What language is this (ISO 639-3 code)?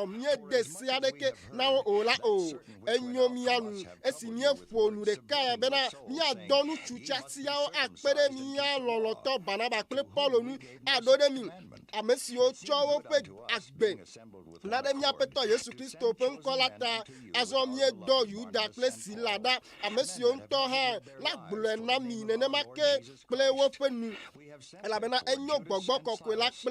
ewe